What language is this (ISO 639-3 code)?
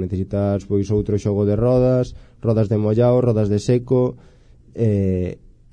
glg